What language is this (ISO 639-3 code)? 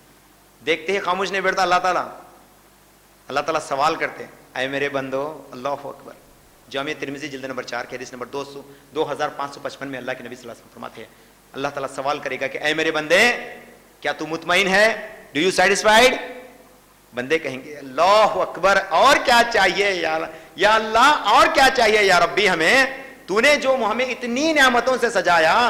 urd